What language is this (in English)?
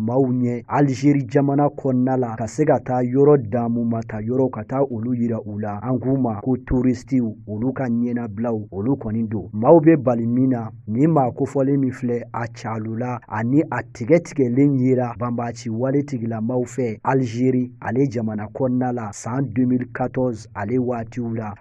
Bambara